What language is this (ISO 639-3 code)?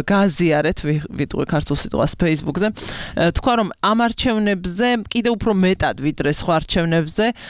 kat